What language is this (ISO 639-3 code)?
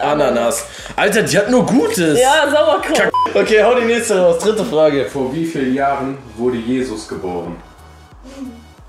deu